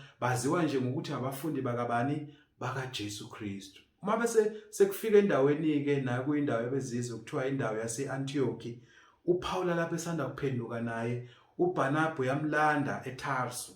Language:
Zulu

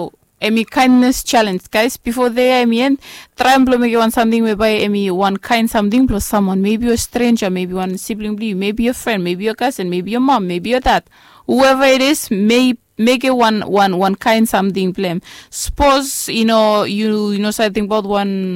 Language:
Bislama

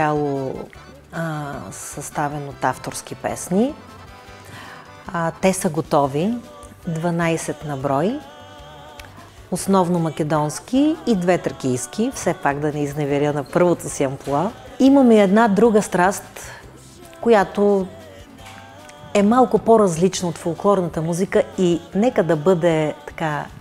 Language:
Bulgarian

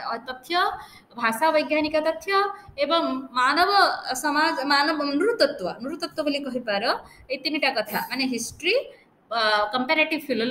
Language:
Odia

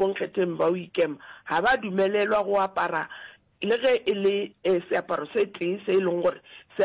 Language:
Northern Sotho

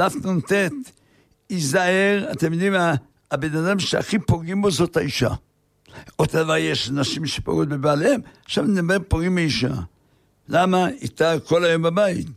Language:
Hebrew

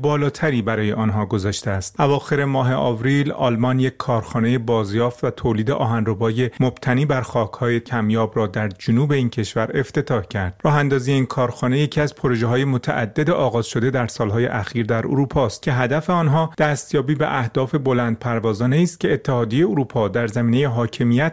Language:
Persian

